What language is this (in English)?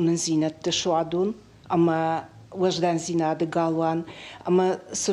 Ossetic